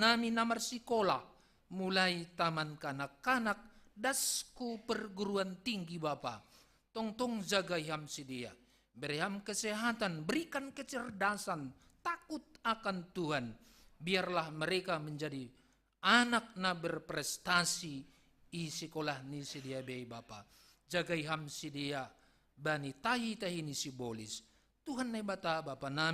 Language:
Batak Simalungun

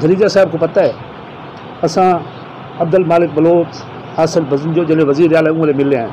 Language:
Saraiki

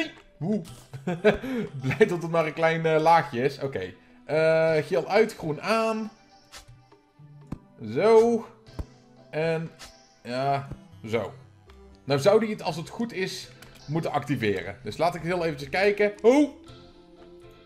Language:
Dutch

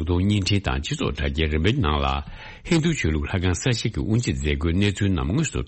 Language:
Tibetan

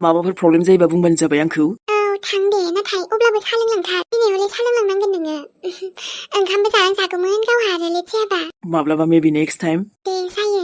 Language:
Bodo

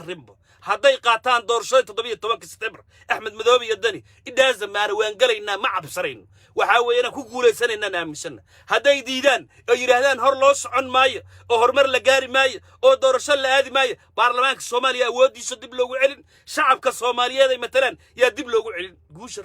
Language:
Somali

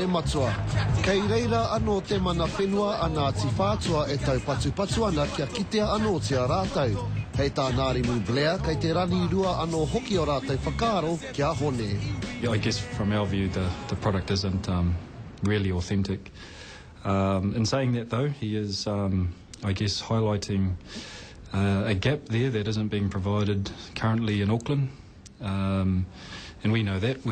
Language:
Māori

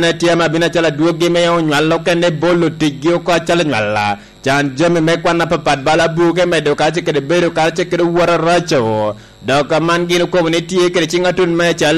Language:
Lango (Uganda)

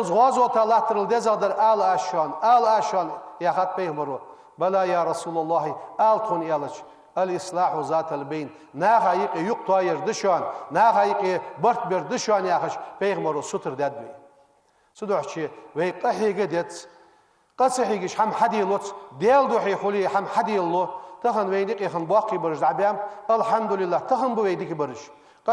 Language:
Ingush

